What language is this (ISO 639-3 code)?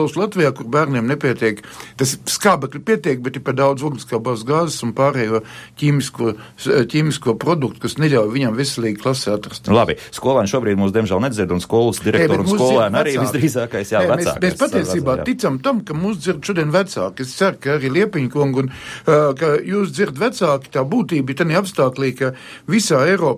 lav